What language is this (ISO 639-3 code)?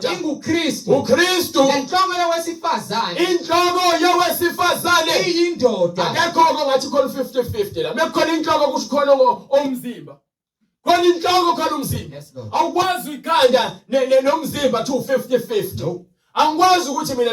zul